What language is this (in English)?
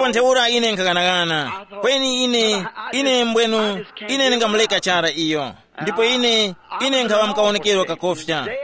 Tumbuka